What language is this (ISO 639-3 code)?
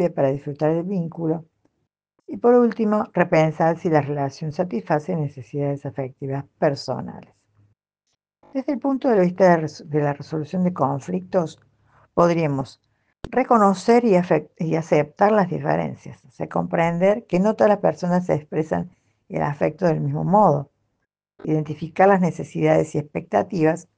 spa